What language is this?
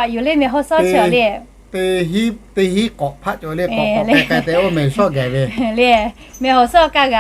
Lahu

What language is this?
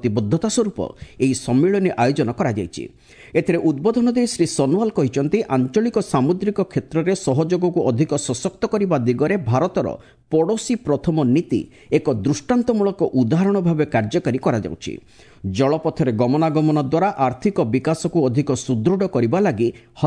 Odia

